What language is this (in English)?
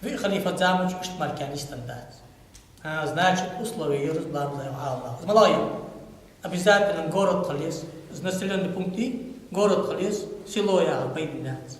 Ingush